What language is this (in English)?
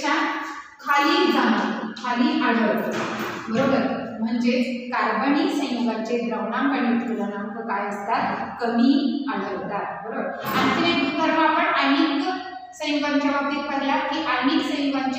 Marathi